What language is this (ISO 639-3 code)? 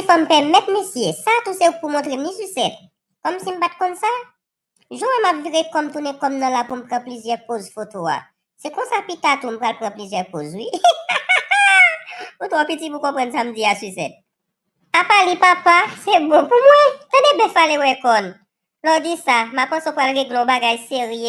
hat